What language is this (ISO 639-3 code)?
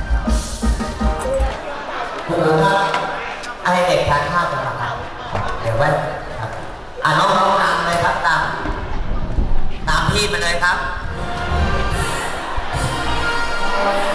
tha